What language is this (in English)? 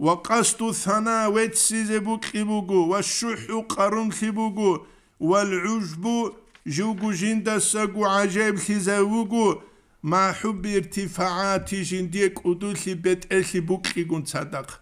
Avaric